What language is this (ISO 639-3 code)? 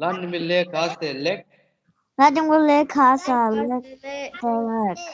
bod